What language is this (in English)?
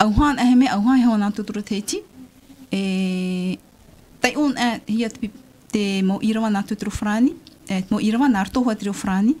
Tahitian